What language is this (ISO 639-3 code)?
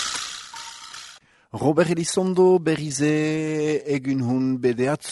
eus